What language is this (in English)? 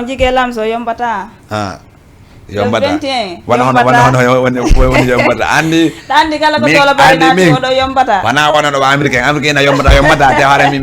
Fula